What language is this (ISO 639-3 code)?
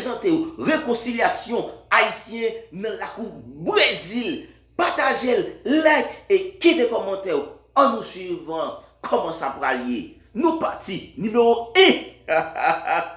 hat